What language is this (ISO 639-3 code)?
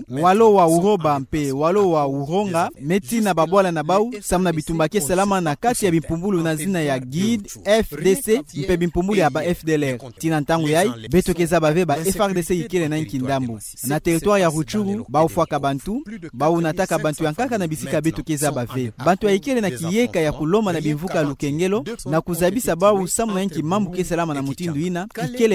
ktu